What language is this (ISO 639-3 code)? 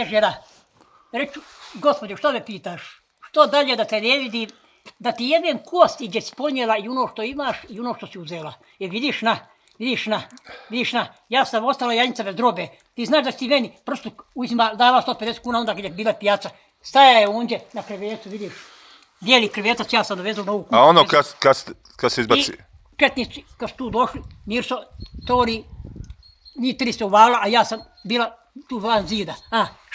bos